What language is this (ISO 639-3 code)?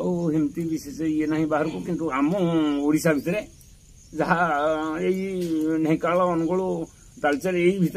ori